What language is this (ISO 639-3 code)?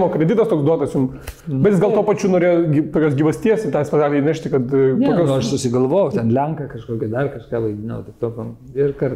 lit